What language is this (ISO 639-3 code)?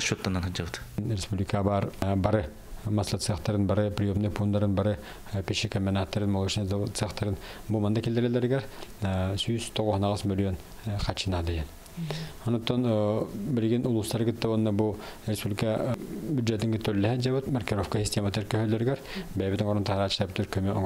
sah